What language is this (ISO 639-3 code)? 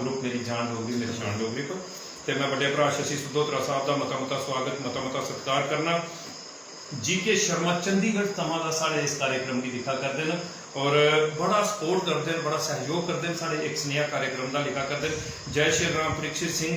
doi